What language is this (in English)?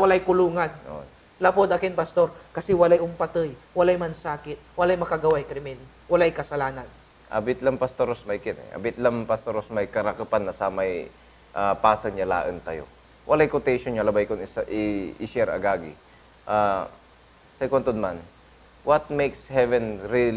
Pangasinan